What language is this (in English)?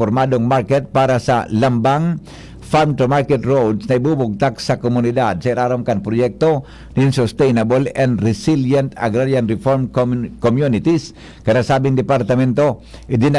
Bikol